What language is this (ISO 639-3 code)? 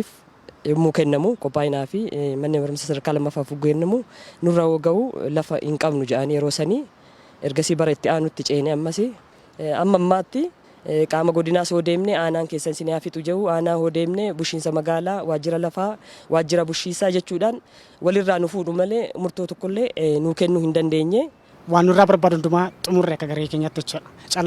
orm